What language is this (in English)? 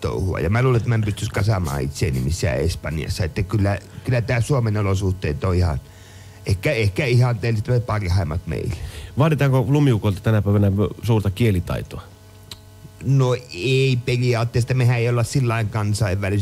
Finnish